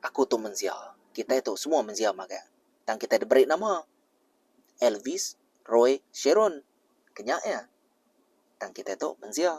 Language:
Iban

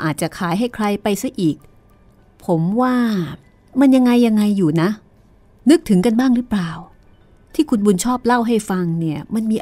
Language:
Thai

